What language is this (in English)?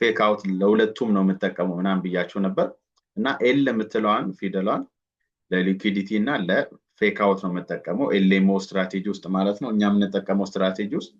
Amharic